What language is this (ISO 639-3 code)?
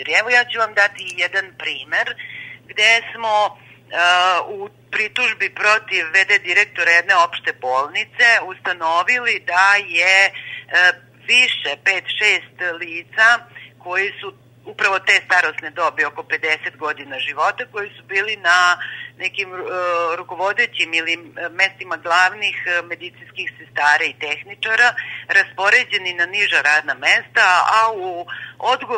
srp